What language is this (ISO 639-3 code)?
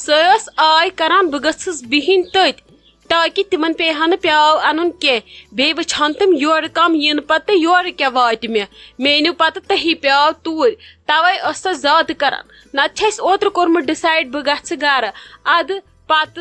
kas